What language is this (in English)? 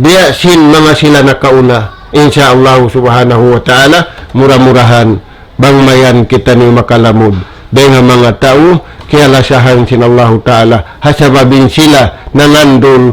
Tausug